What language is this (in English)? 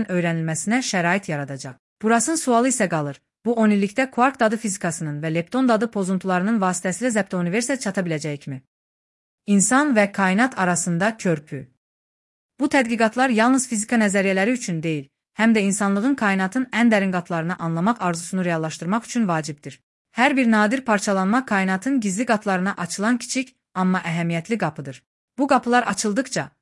Azerbaijani